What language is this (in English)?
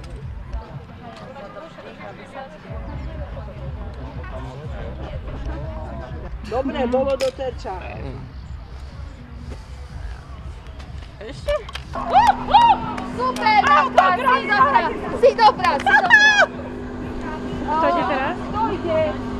Slovak